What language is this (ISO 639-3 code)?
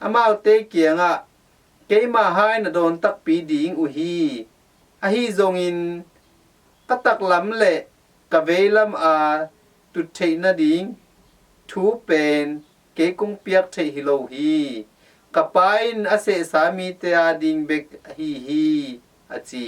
ctd